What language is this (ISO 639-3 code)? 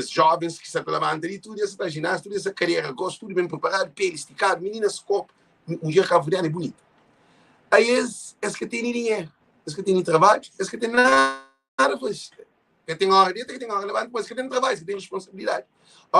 kea